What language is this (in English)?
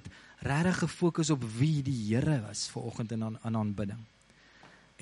Afrikaans